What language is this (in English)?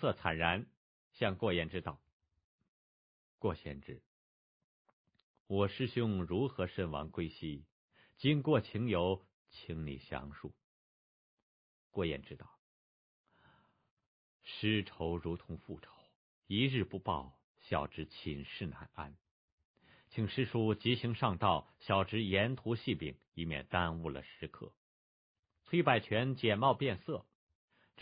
Chinese